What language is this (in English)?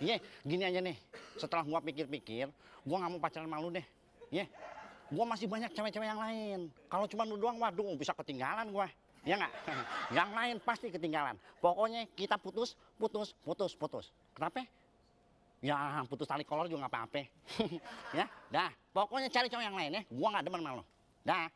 Betawi